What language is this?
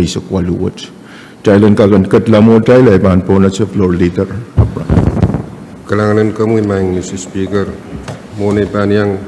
Pohnpeian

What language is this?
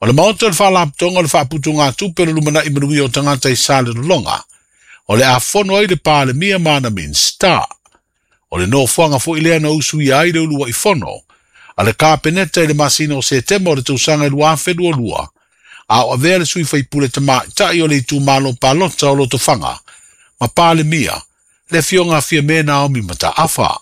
Samoan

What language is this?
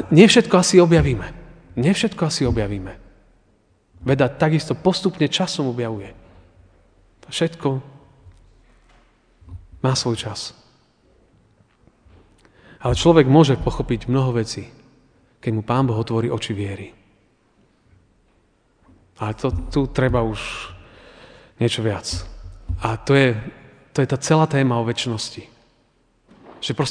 Slovak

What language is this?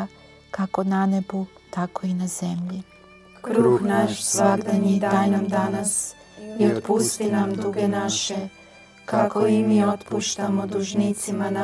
Croatian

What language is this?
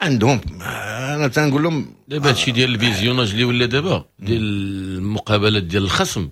Moroccan Arabic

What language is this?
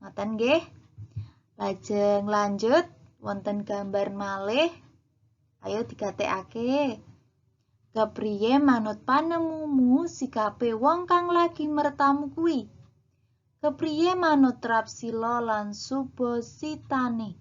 Javanese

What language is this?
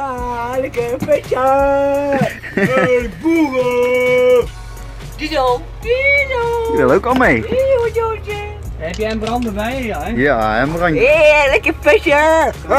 Dutch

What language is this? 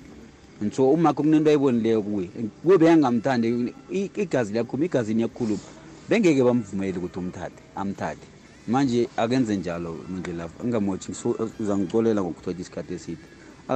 South Ndebele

